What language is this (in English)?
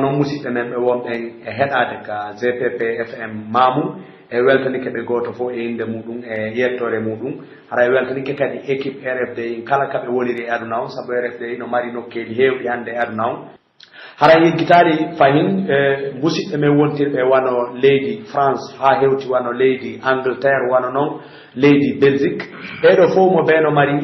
Pular